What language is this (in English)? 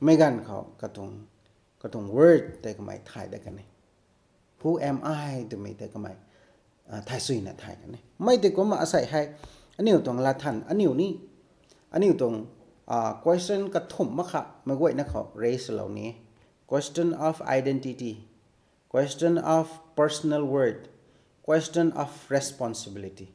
Rongmei Naga